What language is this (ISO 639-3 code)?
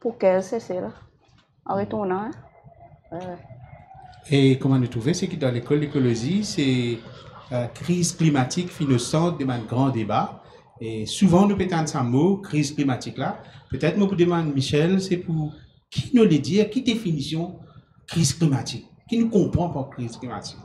mfe